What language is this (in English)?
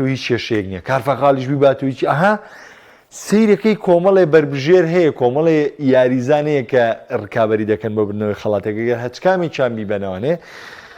Central Kurdish